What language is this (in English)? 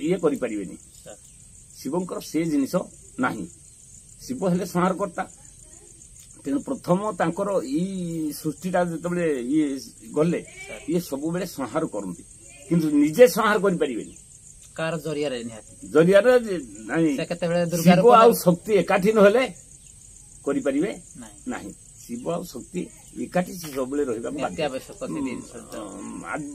Odia